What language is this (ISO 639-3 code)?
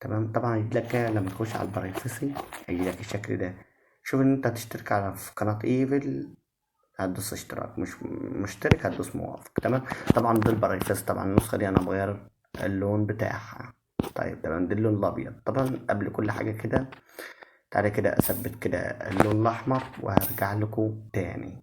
arz